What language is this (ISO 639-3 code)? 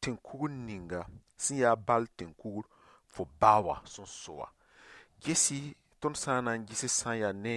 mos